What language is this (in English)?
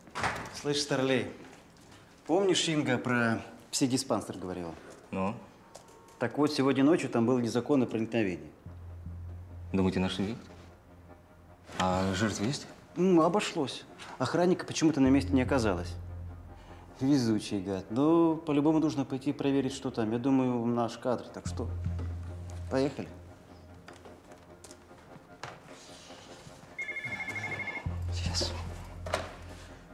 Russian